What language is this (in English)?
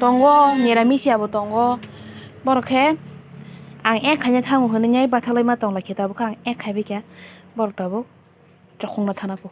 Kok Borok